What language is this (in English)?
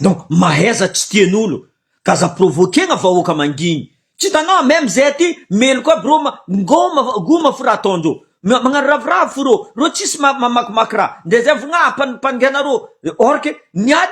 Malagasy